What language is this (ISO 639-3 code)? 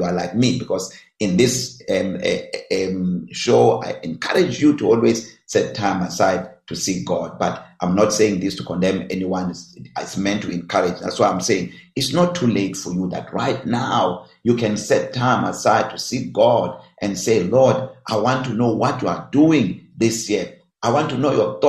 eng